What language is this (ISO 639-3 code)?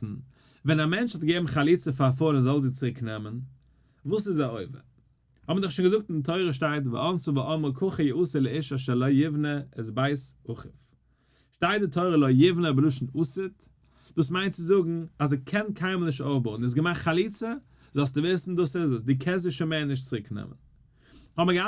yid